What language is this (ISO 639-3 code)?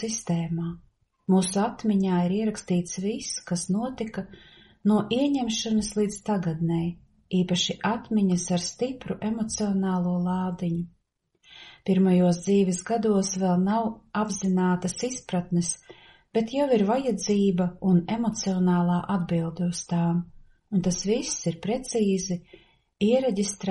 lav